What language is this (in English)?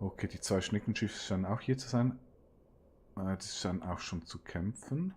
Swiss German